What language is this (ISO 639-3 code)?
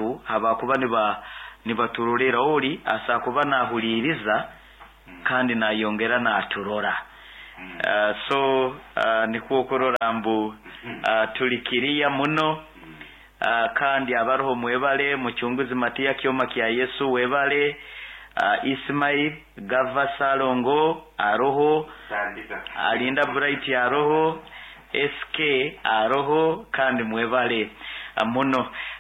nyo